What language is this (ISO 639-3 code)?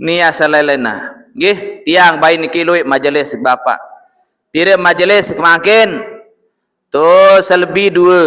sas